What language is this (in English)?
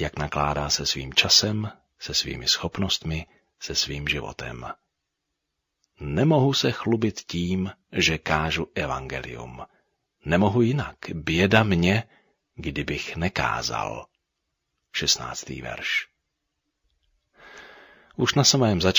Czech